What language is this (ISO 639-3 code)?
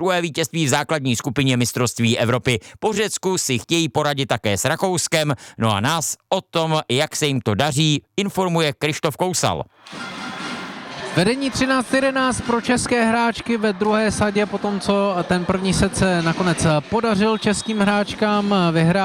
ces